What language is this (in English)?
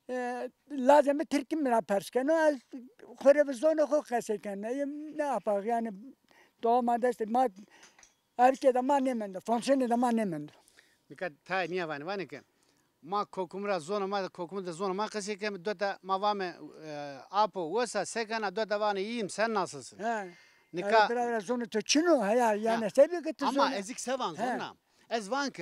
Zaza